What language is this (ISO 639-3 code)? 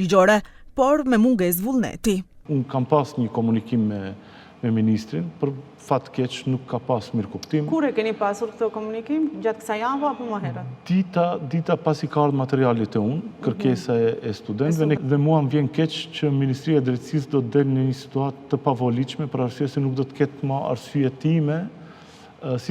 sqi